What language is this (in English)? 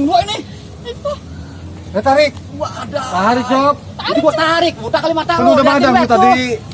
Betawi